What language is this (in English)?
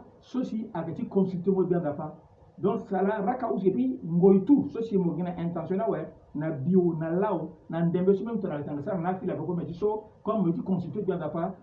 Sango